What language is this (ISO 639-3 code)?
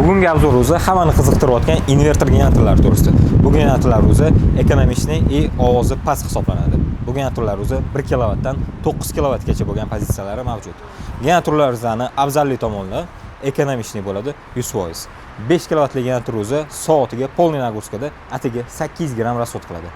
uzb